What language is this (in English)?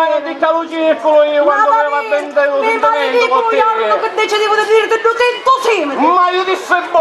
Sicilian